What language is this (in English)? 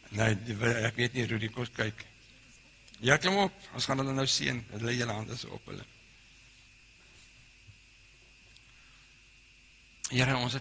Afrikaans